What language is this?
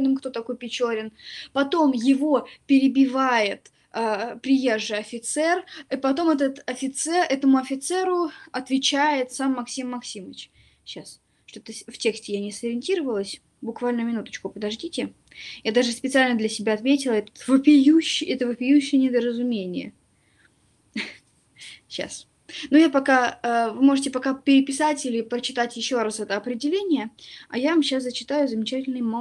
Russian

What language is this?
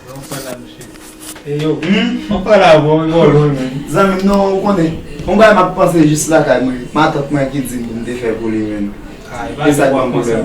Haitian Creole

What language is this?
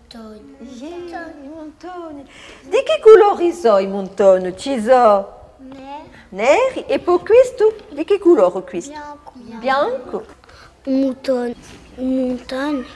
Corsican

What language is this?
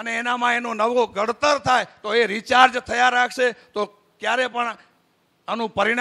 Gujarati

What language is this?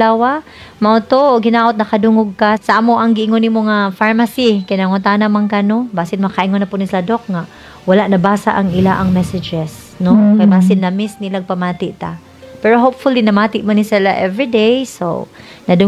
Cebuano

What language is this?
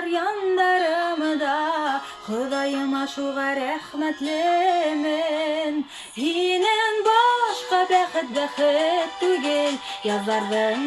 Bashkir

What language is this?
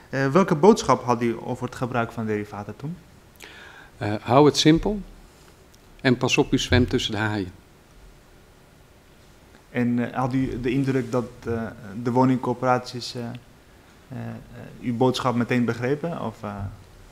Dutch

